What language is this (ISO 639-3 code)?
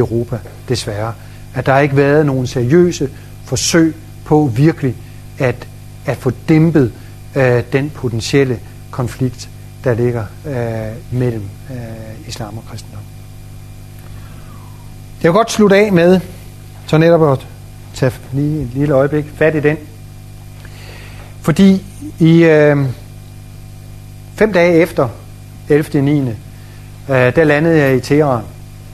dan